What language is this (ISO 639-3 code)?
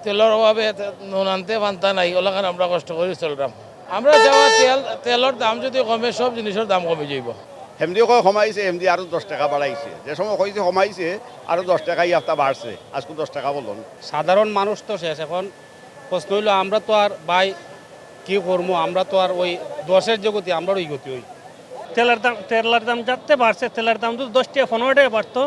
syl